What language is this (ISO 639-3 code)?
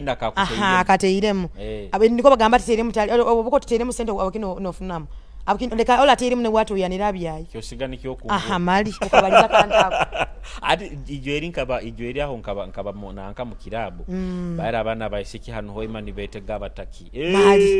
nyo